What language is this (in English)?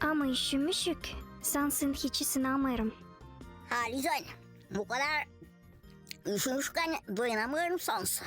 Gagauz